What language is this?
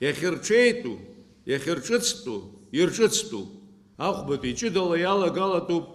Abkhazian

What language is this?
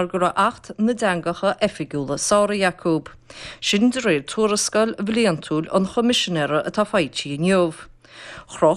Irish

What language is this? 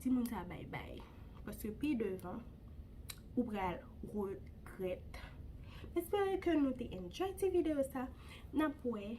Haitian Creole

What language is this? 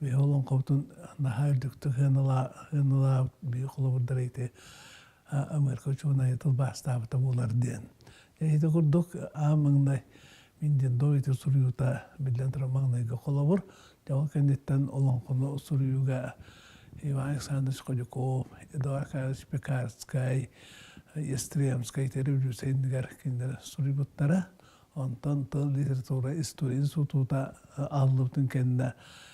Yakut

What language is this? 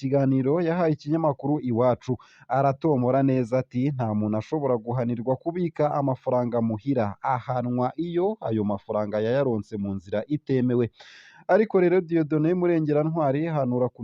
Rundi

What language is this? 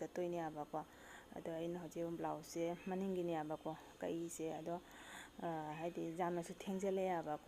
Manipuri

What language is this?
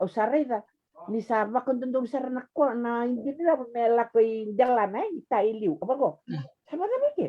Fijian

